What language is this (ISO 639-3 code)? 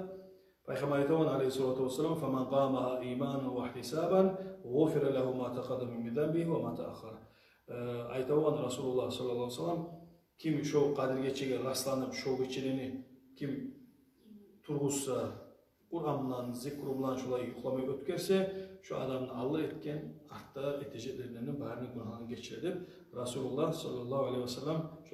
kum